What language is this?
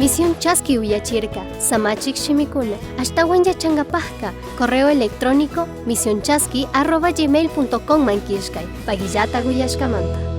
Chimborazo Highland Quichua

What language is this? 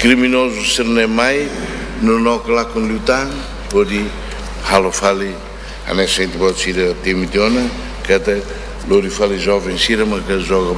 Tetum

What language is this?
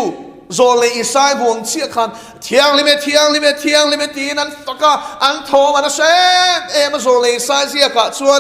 Mizo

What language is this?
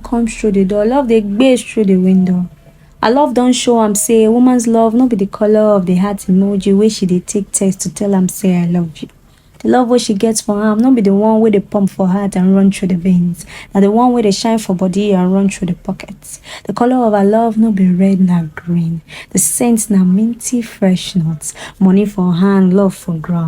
Nigerian Pidgin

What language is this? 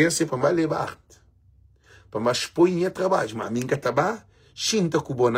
Kabuverdianu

